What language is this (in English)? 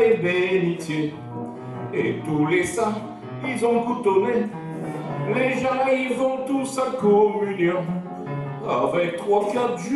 Picard